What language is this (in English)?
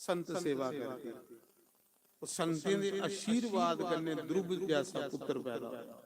Dogri